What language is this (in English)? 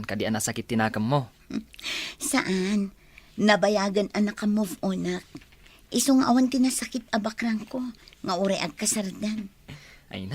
Iloko